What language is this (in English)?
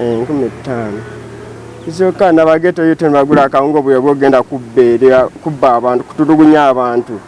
Ganda